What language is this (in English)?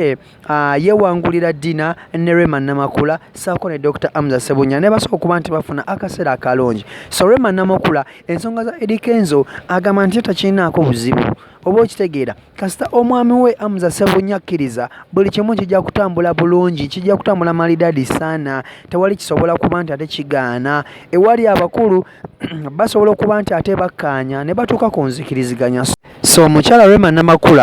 Ganda